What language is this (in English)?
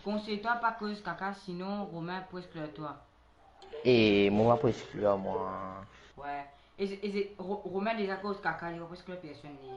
Morisyen